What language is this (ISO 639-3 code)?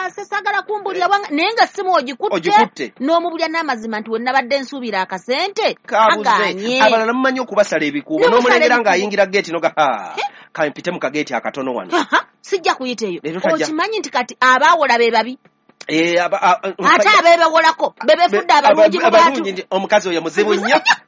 lug